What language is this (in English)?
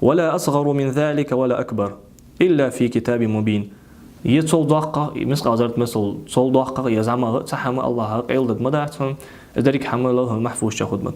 Ingush